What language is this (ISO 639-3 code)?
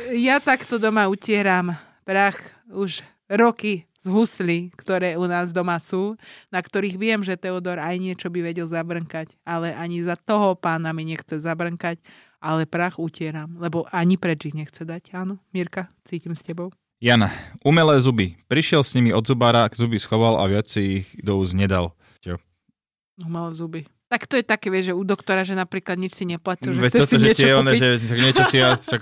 slk